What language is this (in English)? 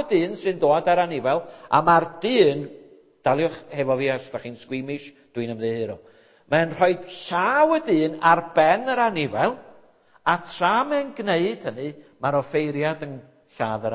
Welsh